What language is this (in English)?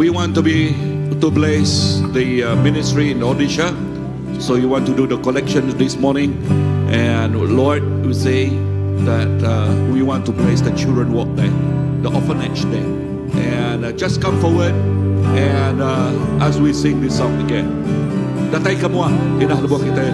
Iban